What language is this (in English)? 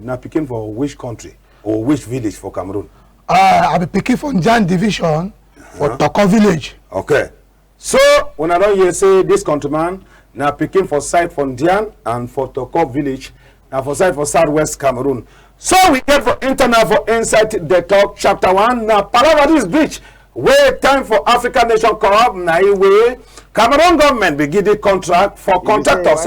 Cameroon Pidgin